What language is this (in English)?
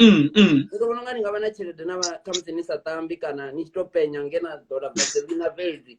Venda